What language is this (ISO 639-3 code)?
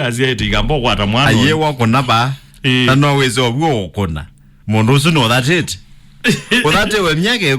kam